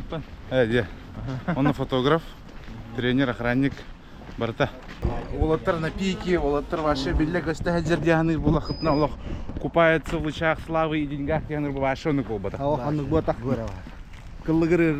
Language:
Yakut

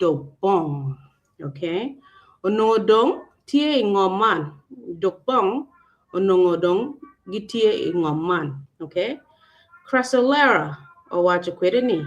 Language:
Acoli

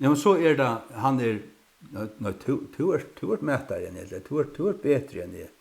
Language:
Faroese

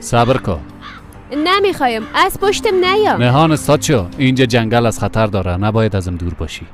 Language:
Persian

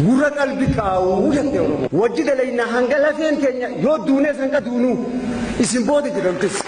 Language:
Oromo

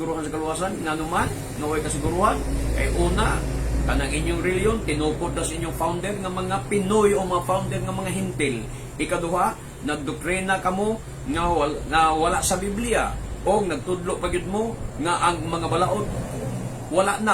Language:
Cebuano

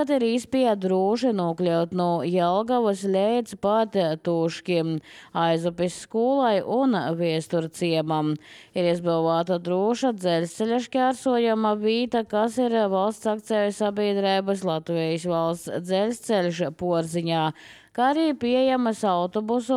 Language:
Latvian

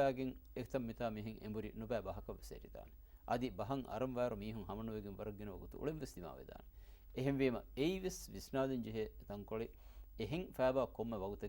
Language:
Divehi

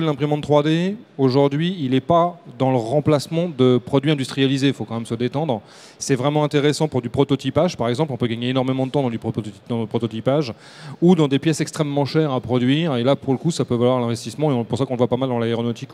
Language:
French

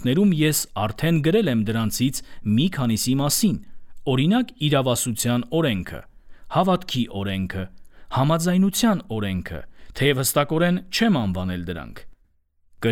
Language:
Armenian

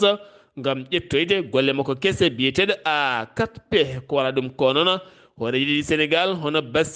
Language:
Fula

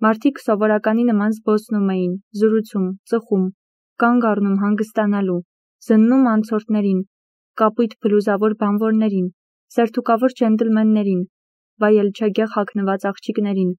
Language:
Armenian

